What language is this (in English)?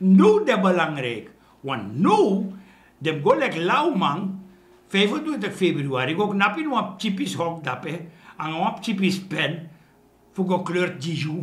Sranan Tongo